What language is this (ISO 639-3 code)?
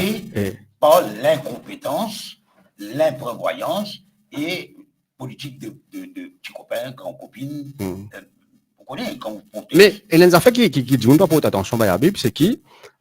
mfe